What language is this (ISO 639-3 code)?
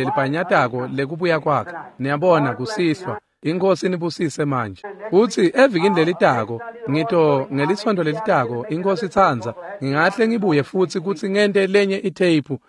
ssw